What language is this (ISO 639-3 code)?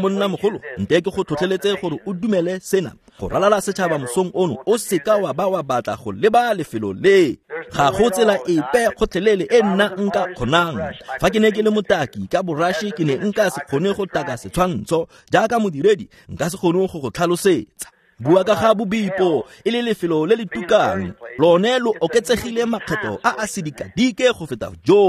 tsn